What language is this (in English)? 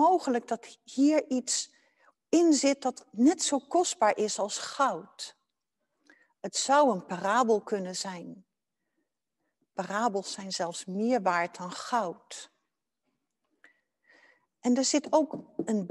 Dutch